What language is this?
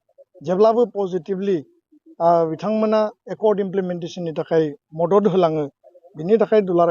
Bodo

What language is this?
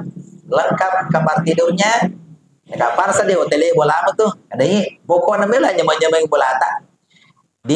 Buginese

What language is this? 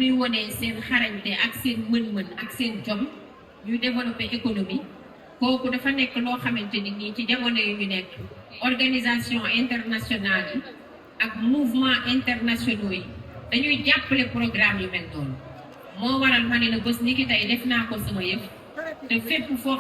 Wolof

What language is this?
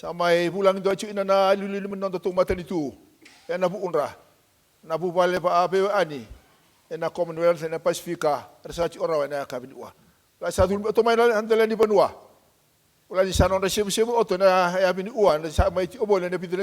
Fijian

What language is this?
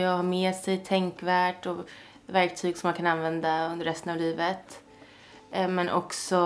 Swedish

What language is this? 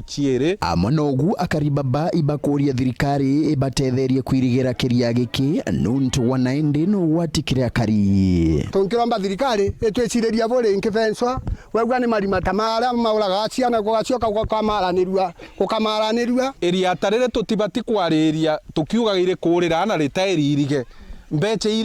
Meru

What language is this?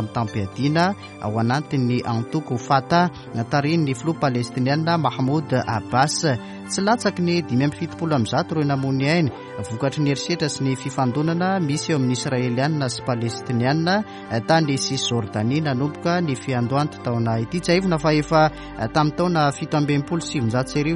Malagasy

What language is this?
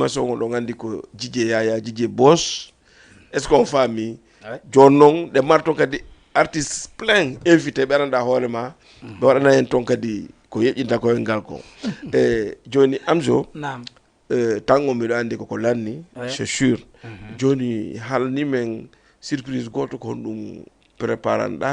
Fula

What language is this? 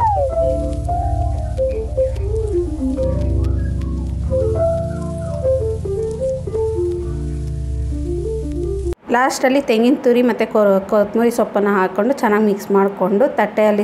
Kannada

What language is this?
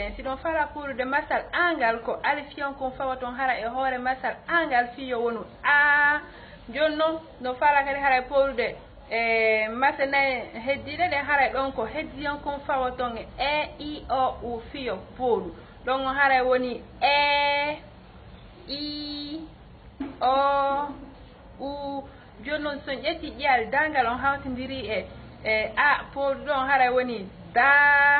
Fula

